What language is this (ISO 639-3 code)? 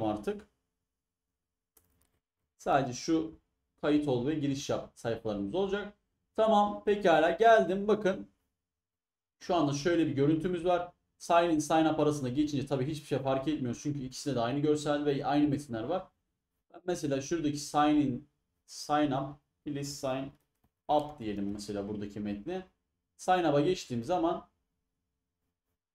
tur